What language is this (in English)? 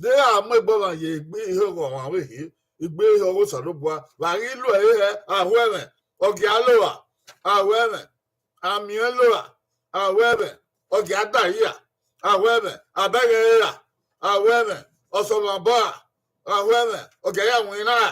Bini